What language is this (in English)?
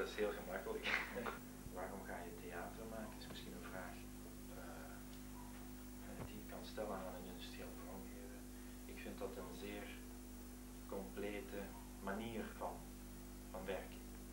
Dutch